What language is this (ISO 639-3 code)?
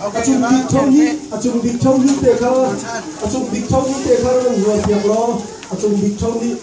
cnh